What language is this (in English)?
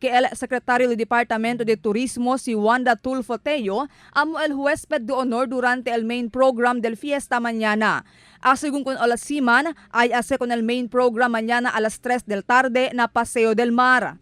Chavacano